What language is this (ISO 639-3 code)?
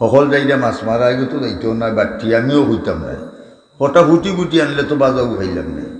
syl